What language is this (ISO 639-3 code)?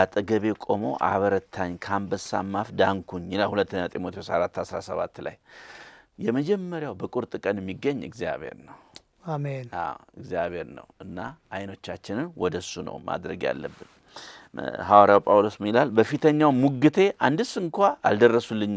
amh